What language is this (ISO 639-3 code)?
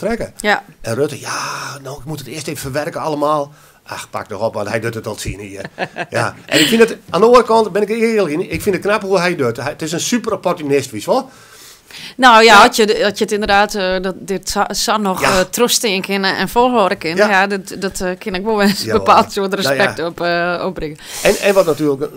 fry